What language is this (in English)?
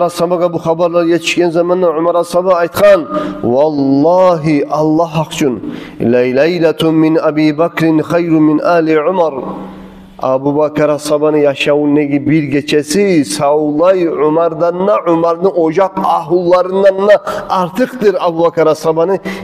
Kumyk